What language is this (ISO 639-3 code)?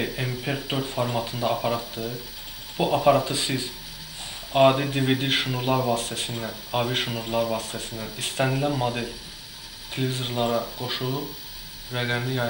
aze